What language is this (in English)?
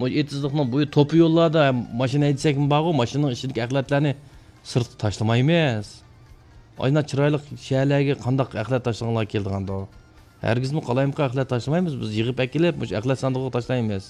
Uyghur